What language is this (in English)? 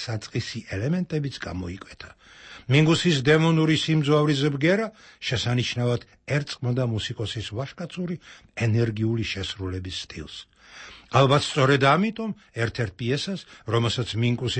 Georgian